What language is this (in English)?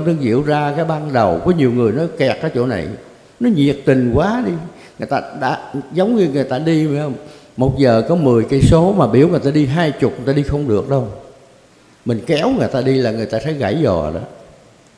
Vietnamese